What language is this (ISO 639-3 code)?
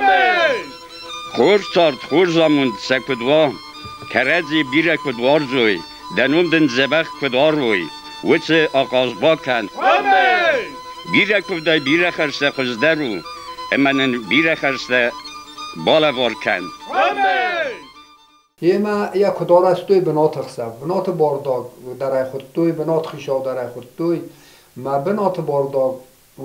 oss